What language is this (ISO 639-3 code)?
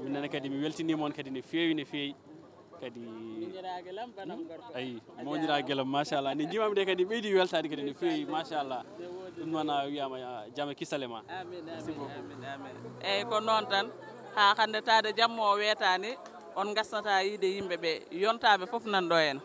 ful